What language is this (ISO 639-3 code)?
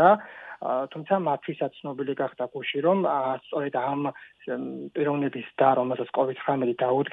kat